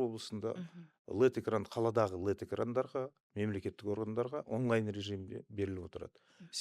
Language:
Kazakh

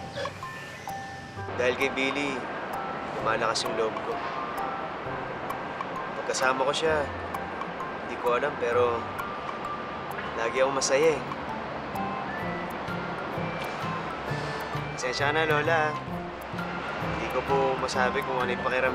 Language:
Filipino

